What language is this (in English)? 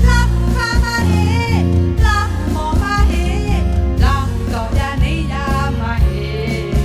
Lahu